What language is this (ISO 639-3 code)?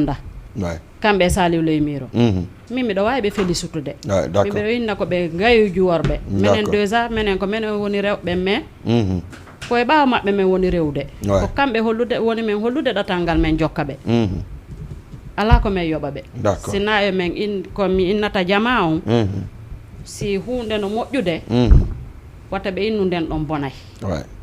ful